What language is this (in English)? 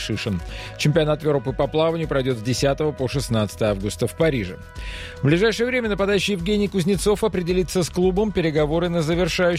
Russian